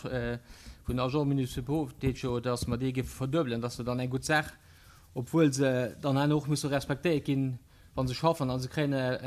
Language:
Luxembourgish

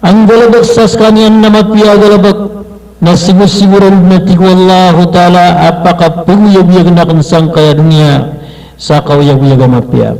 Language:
Maranao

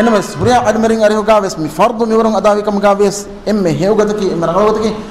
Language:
Divehi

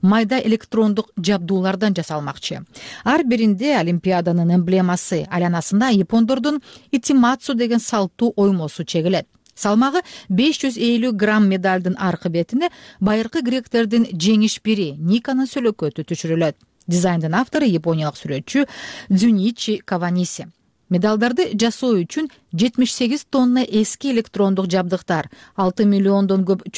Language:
Kyrgyz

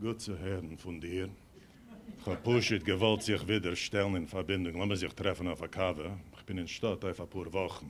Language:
Yiddish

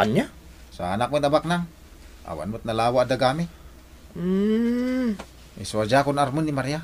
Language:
Iloko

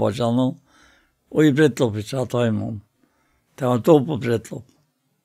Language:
Faroese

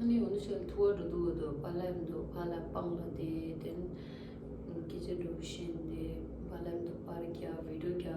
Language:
Tibetan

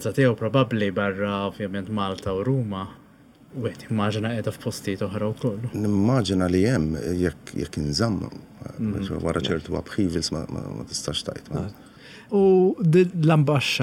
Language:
Maltese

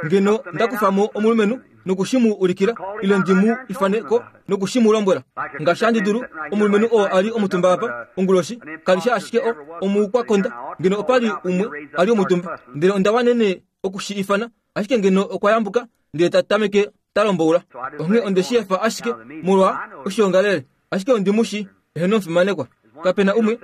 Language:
Kuanyama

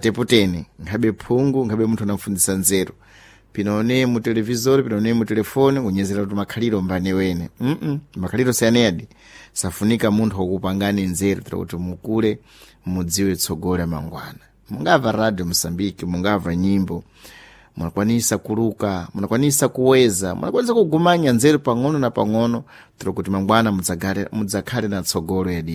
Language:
Sena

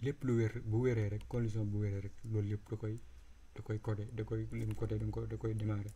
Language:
Wolof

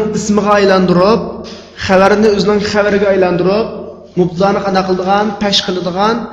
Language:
Uyghur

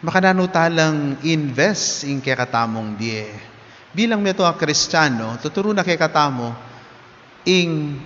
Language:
Pampanga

